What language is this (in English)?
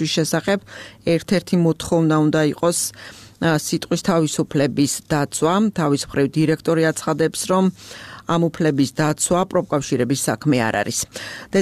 Georgian